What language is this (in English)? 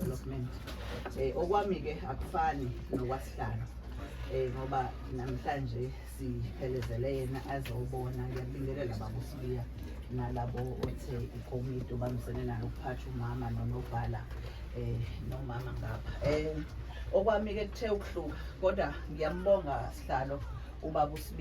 Zulu